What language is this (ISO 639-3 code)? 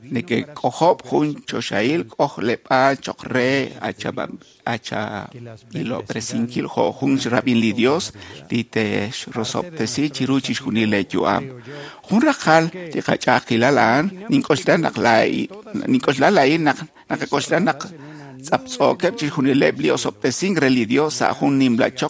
kek